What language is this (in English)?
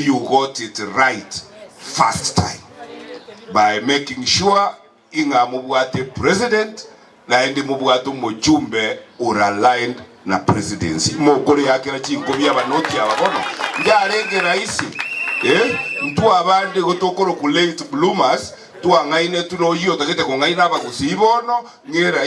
Gusii